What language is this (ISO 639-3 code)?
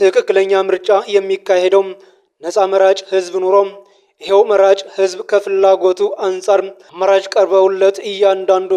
amh